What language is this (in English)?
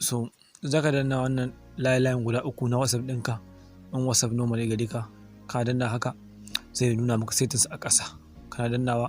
Hausa